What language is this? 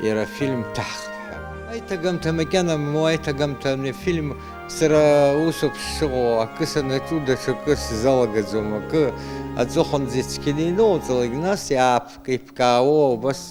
Abkhazian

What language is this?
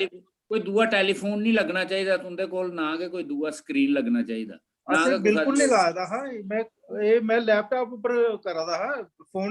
Dogri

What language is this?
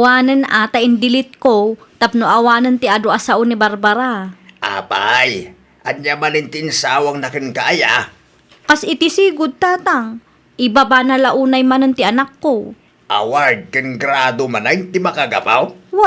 Iloko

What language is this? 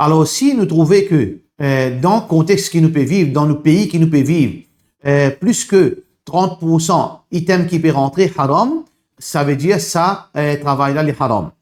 Morisyen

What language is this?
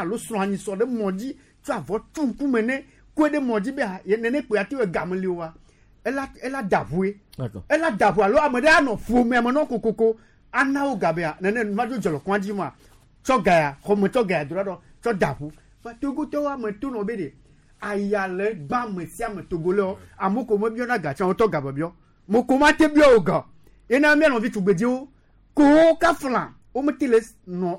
Gen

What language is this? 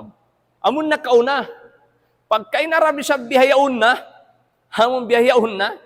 Tausug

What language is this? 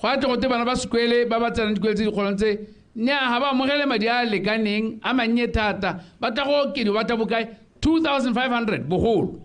Tswana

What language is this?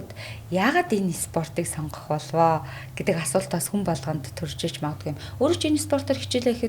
Mongolian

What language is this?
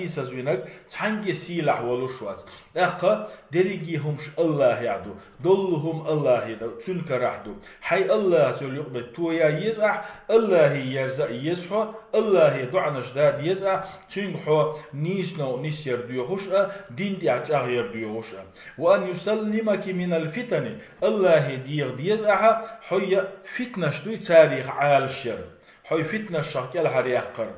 Chechen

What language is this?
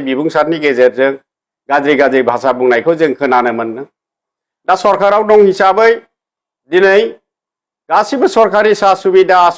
Bodo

